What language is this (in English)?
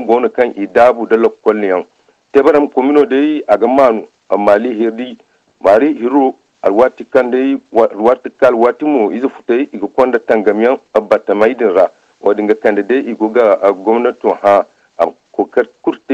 Zarma